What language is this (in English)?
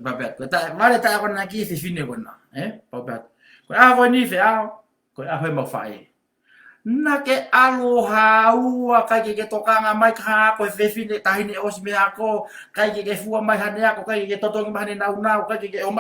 Tongan